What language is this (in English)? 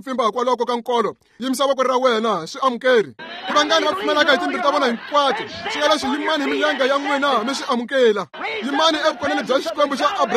Tsonga